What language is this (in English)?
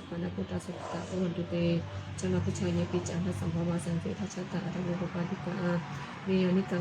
Pali